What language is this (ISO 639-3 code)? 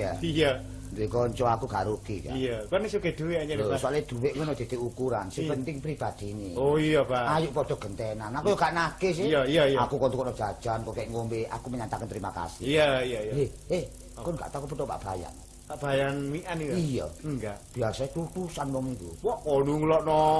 jav